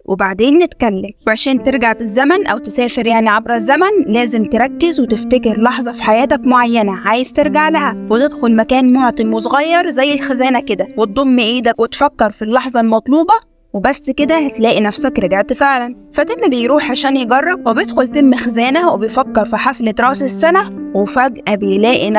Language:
Egyptian Arabic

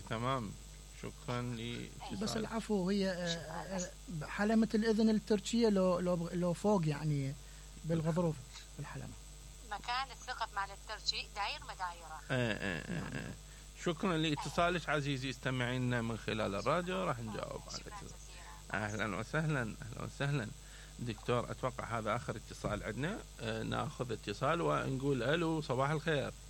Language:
Mesopotamian Arabic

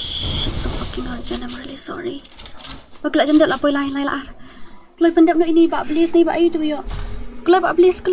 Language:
Khasi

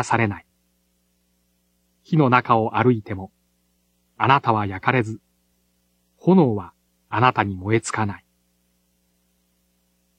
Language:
Japanese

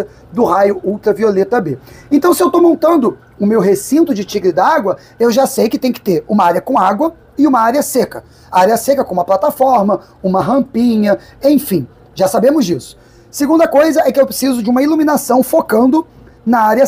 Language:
Portuguese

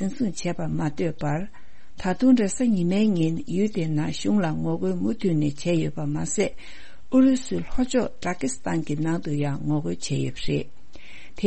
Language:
Tibetan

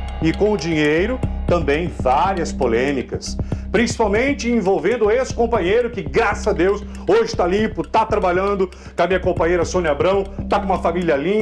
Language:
Portuguese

